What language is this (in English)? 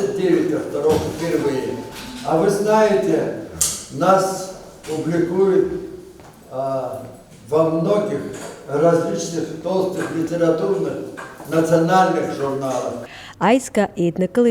Abkhazian